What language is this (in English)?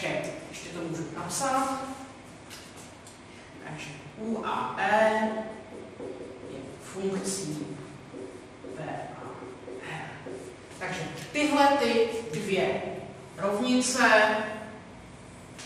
Czech